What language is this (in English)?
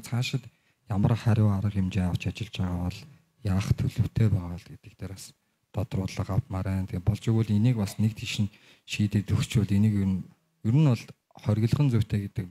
Mongolian